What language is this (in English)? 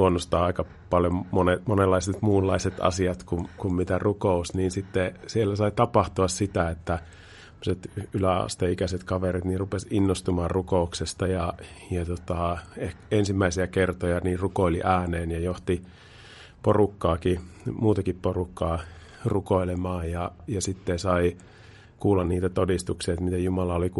Finnish